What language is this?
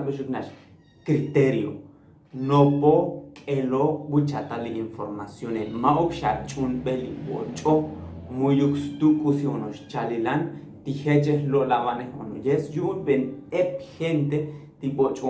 Tzotzil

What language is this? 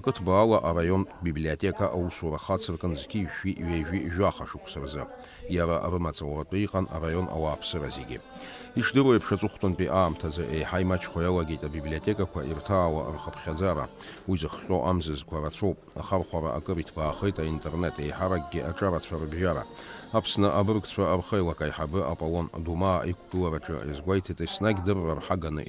Abkhazian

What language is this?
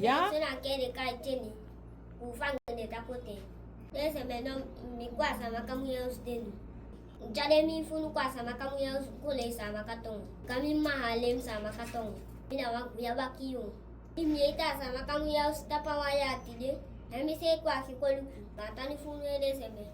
Saramaccan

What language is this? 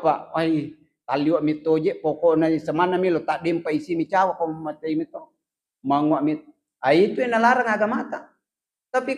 Buginese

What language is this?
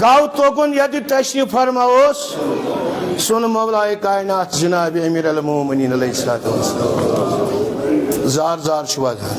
Kashmiri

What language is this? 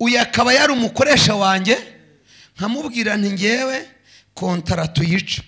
Kinyarwanda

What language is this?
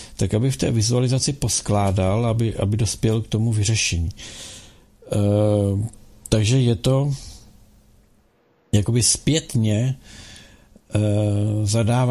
Czech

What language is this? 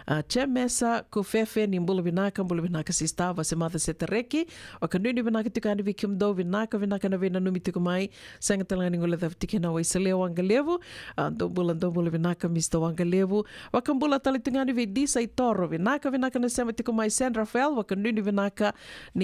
Fijian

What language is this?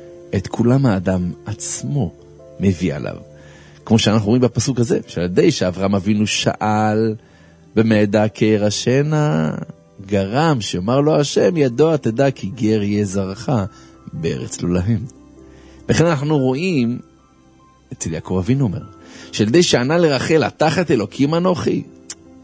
Hebrew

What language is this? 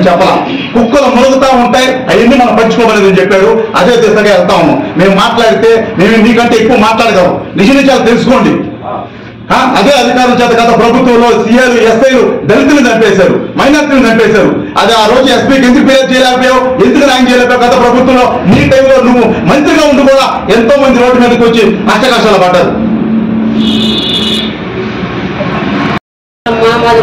Telugu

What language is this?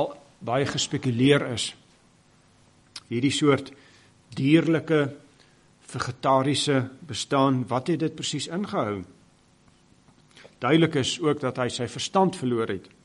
Afrikaans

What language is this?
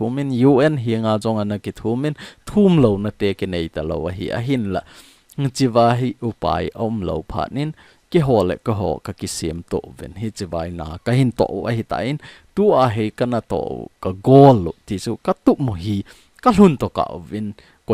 Thado Chin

